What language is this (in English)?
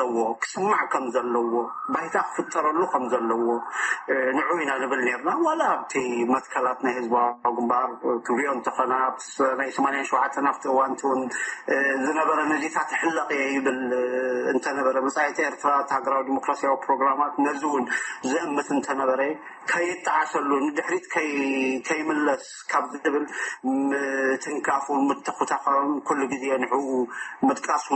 Tigrinya